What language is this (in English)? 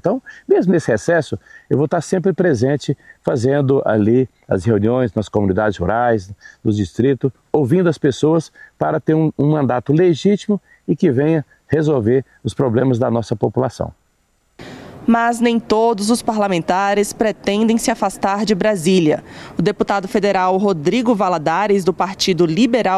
Portuguese